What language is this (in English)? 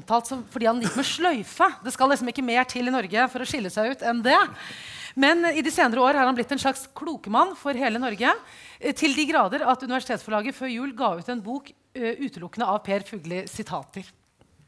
Norwegian